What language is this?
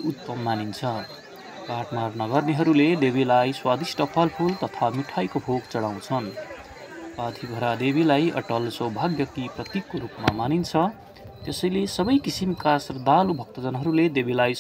Nepali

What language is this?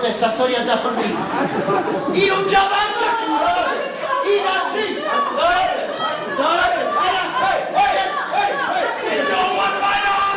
Neapolitan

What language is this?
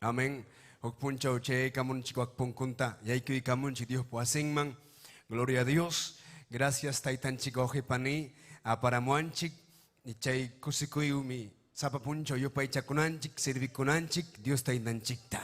Ayacucho Quechua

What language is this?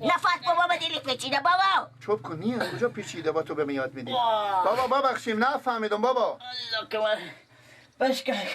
Persian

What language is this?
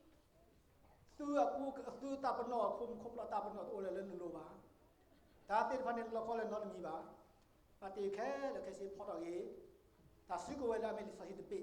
S'gaw Karen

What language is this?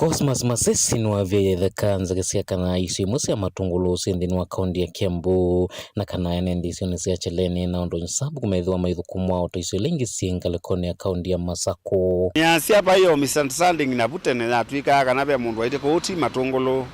Kamba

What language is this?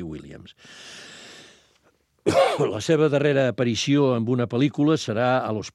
Catalan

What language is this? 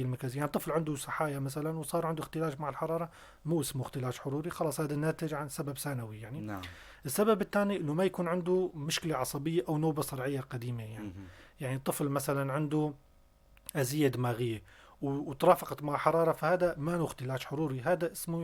North Levantine Arabic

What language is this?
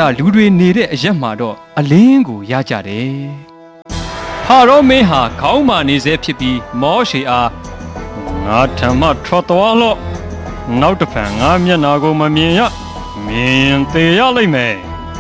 Burmese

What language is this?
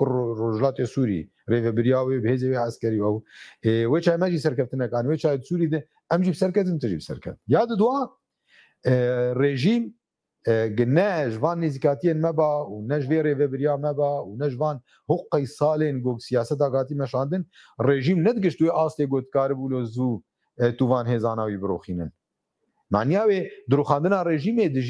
Kurdish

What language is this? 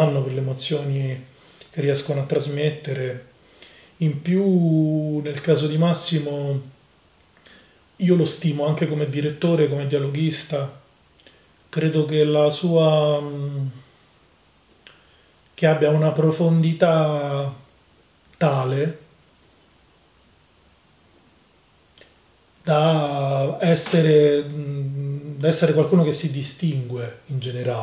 Italian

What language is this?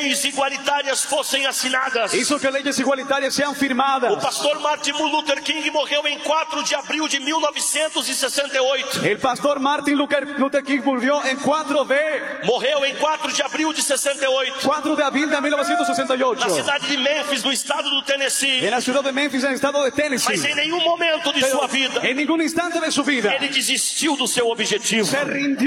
Portuguese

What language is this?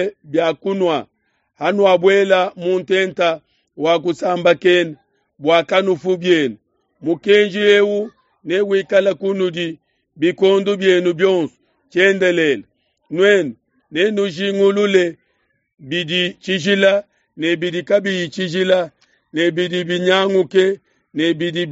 Luba-Lulua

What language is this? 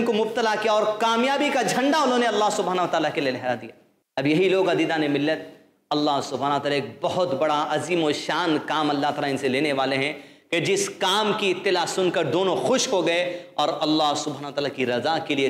Urdu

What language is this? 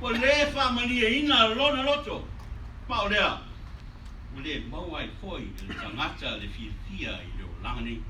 Samoan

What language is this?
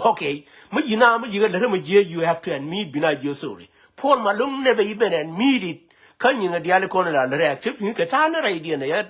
Nuer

